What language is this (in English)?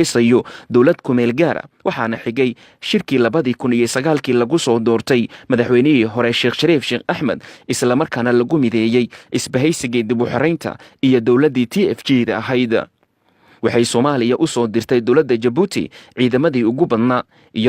Somali